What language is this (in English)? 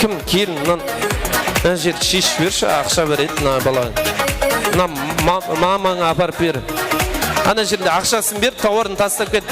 Kara-Kalpak